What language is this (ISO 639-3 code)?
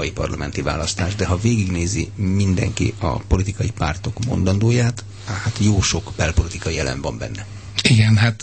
hun